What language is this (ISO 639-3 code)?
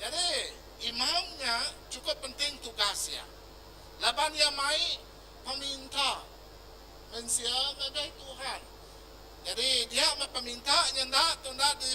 iba